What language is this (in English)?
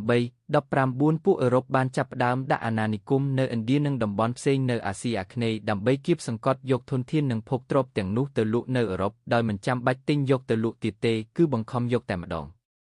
Khmer